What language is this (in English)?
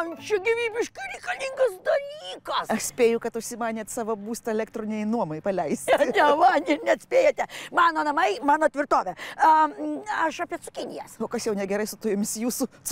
Lithuanian